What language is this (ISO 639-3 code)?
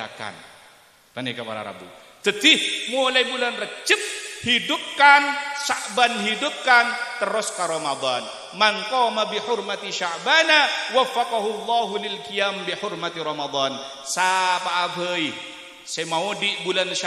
mad